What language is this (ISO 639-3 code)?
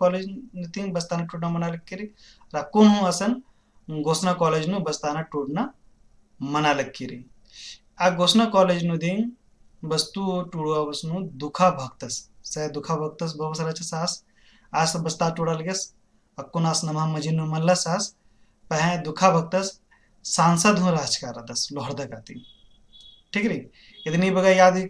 kru